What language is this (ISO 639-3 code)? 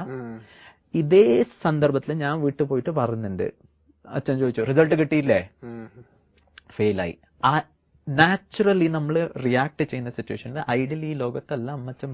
mal